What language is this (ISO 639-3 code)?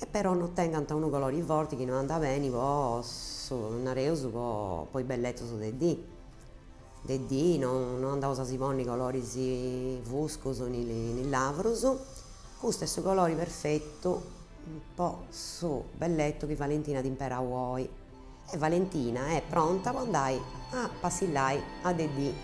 srd